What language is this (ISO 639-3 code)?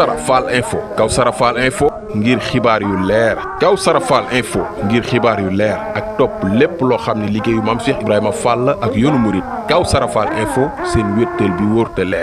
wol